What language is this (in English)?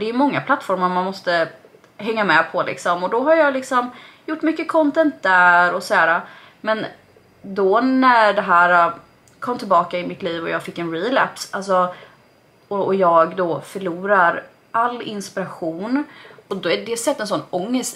Swedish